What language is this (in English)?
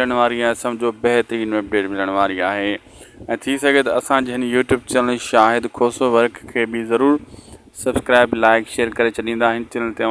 Sindhi